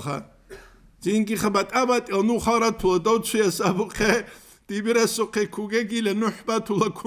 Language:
Avaric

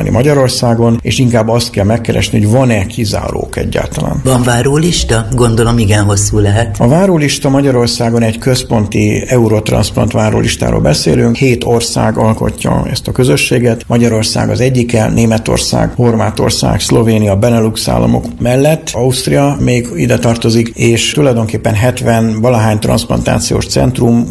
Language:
Hungarian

